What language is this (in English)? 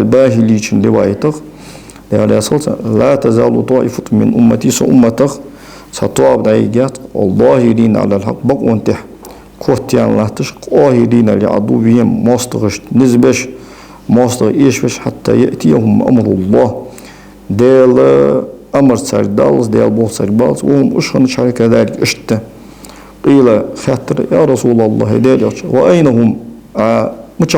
Ingush